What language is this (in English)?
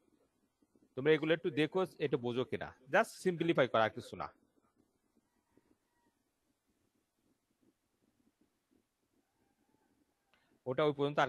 Bangla